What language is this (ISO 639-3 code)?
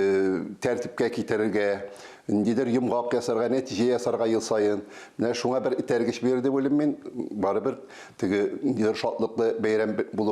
tat